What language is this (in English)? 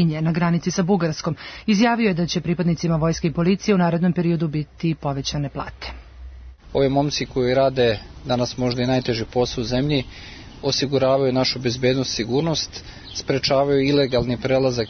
Serbian